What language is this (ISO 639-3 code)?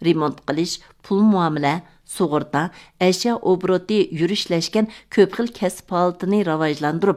uig